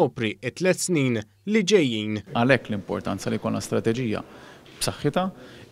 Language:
Maltese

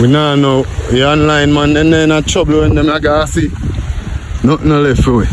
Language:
Jamaican Creole English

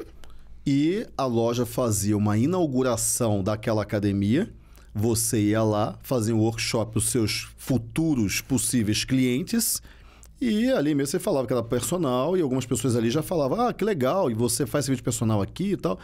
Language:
Portuguese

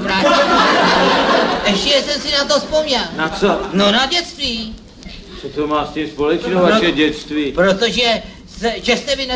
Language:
Czech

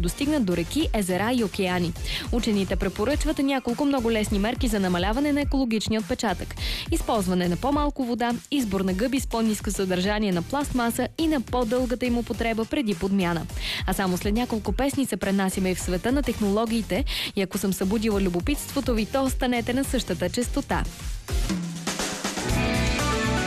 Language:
Bulgarian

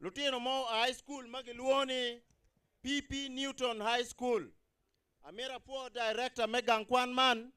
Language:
Acoli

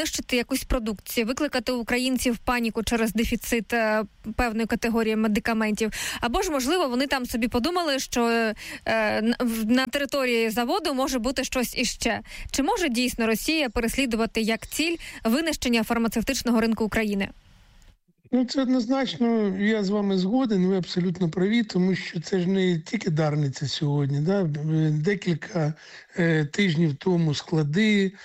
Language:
Ukrainian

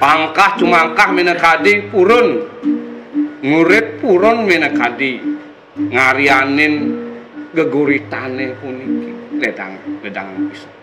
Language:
Balinese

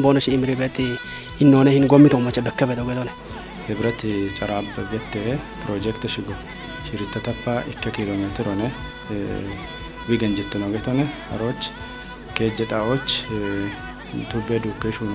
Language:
Kafa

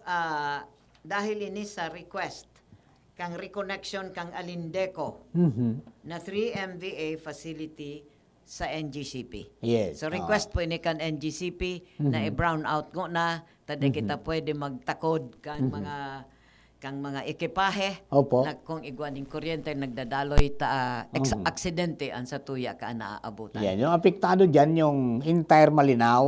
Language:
Bikol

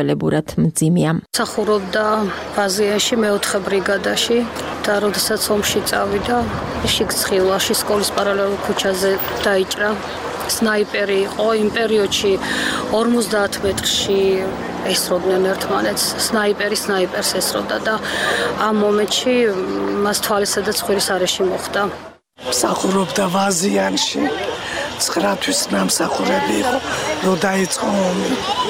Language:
Georgian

